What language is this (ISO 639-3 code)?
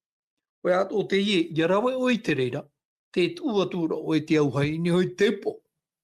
tah